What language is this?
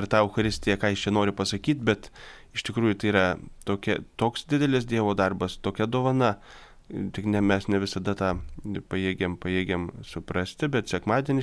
Lithuanian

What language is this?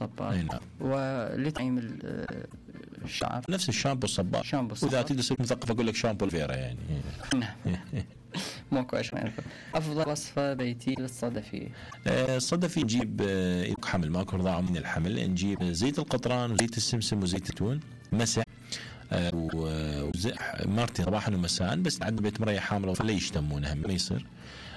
Mesopotamian Arabic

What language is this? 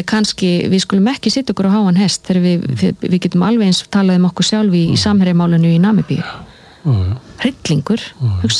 Icelandic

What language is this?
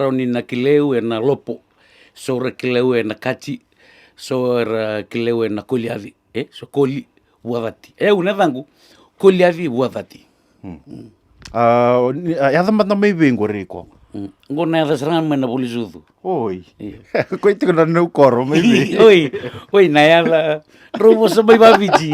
Fijian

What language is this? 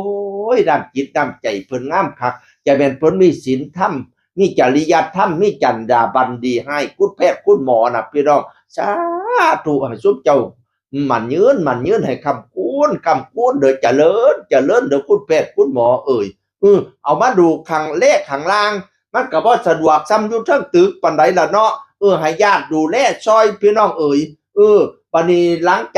Northeastern Thai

